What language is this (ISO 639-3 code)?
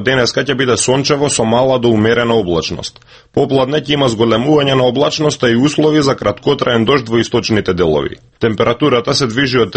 mkd